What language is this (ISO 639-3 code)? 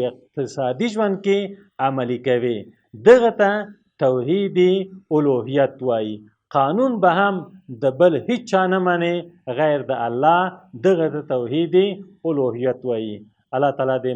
pus